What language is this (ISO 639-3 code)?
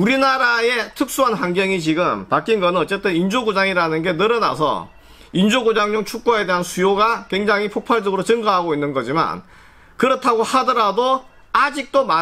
kor